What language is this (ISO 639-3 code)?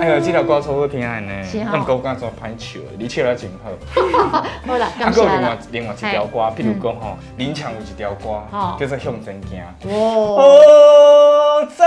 nan